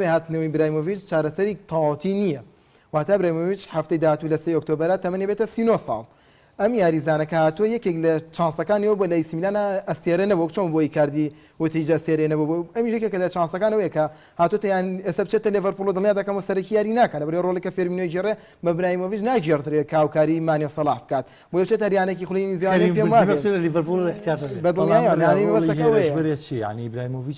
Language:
Central Kurdish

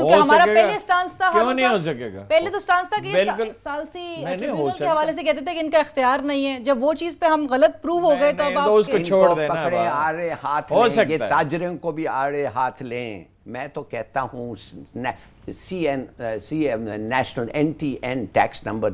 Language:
Urdu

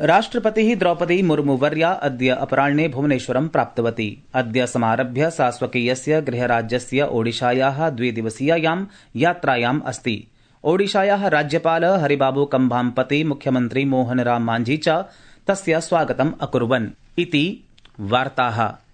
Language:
Sanskrit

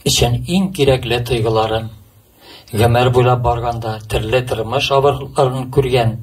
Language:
Tatar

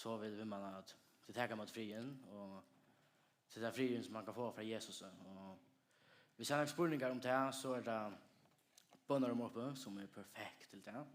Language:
Faroese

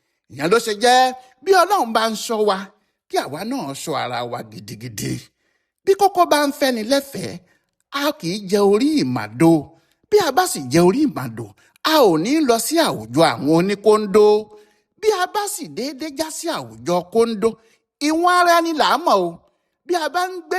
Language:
Yoruba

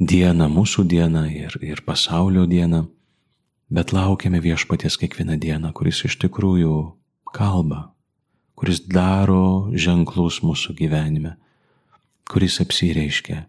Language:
Lithuanian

